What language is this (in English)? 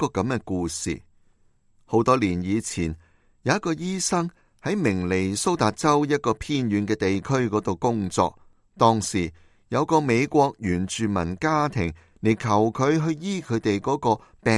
Cantonese